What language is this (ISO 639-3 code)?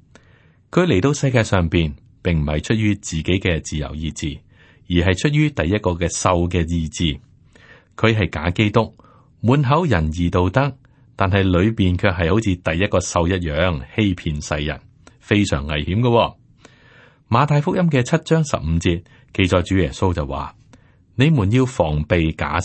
yue